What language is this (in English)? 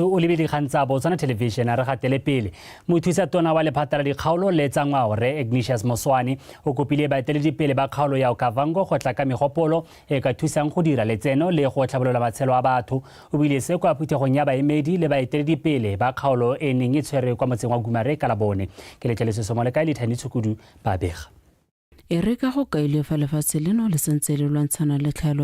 Tswana